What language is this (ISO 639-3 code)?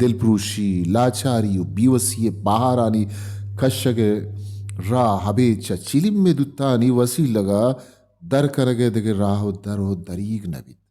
bal